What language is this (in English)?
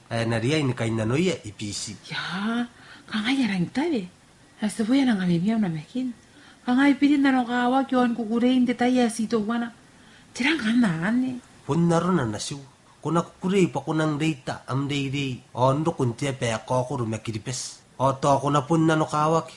Gilbertese